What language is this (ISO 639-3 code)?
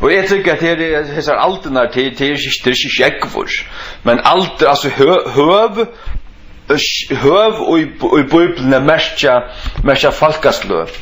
fao